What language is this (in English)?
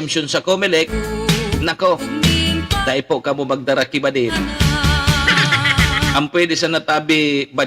Bikol